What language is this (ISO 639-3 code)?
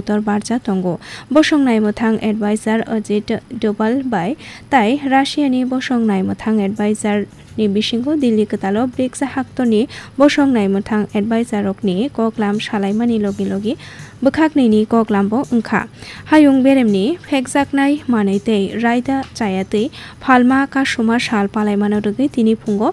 trp